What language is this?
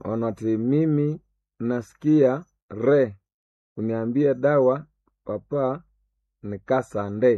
Nande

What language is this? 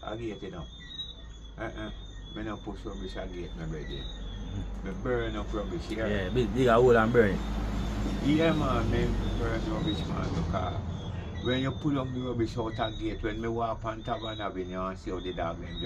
Jamaican Creole English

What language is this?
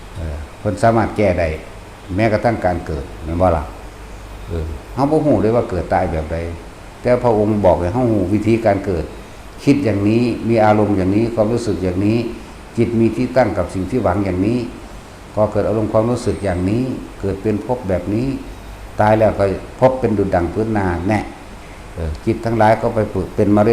Northeastern Thai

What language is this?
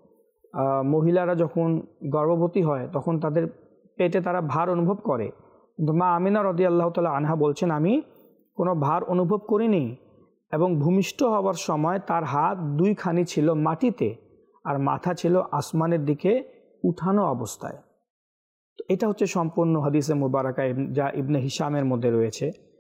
Bangla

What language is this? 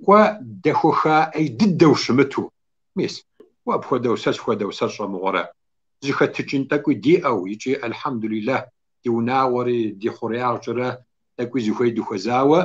Kabardian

